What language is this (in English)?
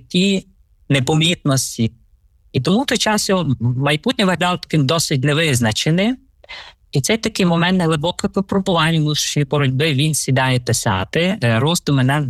Ukrainian